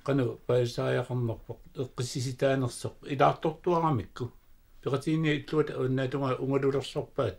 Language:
Kalaallisut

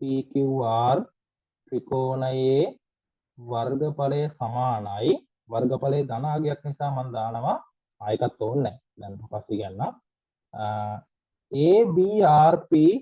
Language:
Sinhala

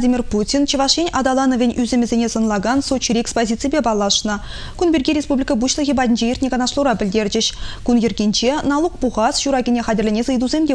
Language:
Chuvash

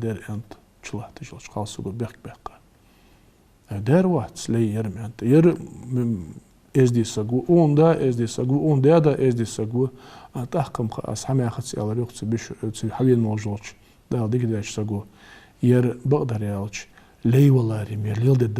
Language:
Ingush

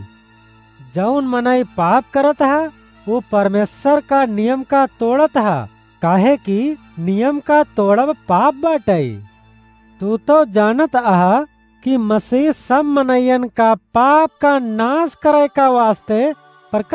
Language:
Awadhi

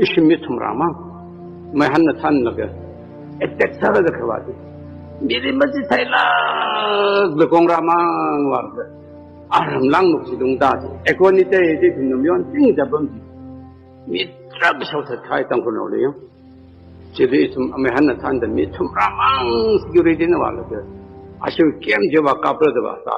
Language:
Tangkhul Naga (India)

